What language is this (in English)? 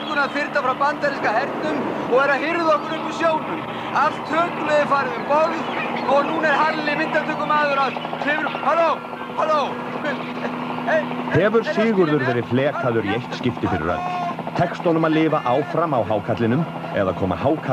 Icelandic